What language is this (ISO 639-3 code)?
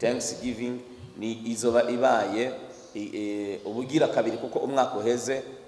run